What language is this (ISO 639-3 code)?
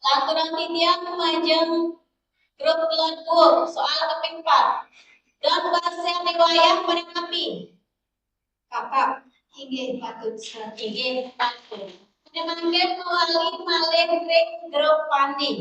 ban